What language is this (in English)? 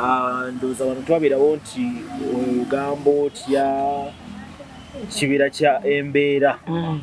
Ganda